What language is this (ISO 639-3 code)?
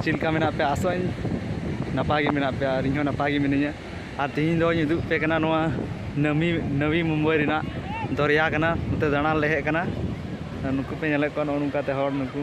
sat